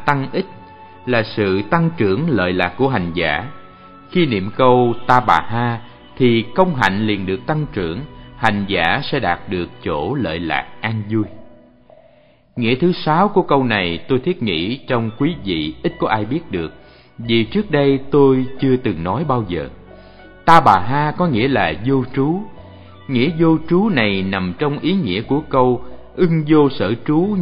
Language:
Vietnamese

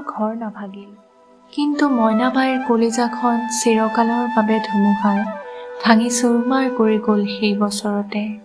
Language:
Assamese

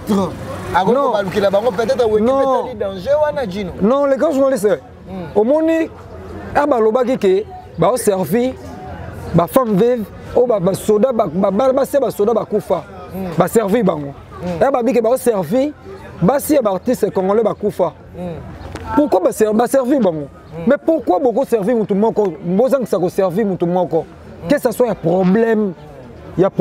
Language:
Lingala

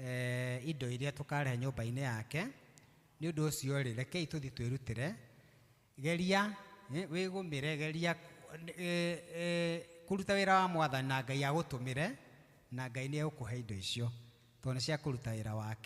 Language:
Kikuyu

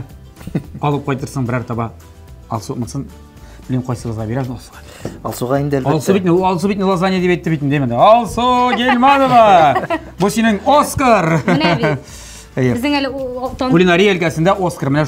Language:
Tatar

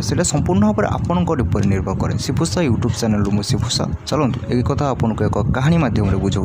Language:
Odia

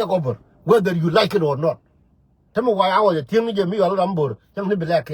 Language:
Nuer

